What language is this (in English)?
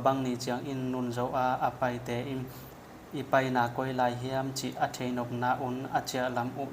Tedim Chin